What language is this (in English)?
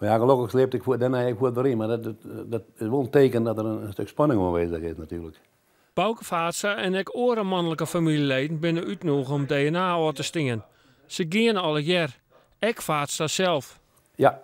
Western Frisian